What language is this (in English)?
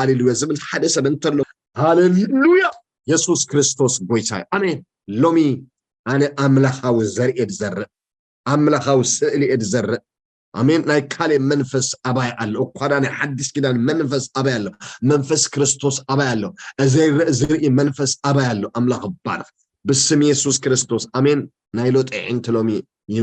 Tigrinya